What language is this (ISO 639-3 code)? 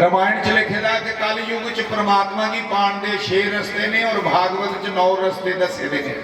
doi